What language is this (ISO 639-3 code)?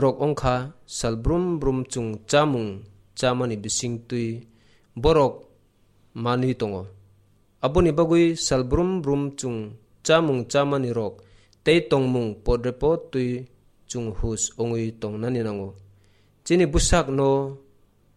trp